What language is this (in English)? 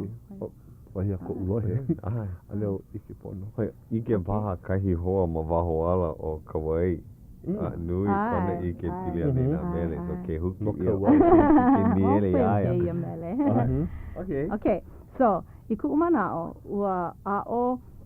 Hawaiian